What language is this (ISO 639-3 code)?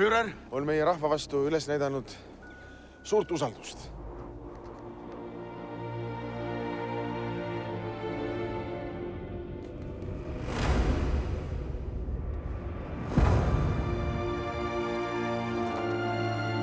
est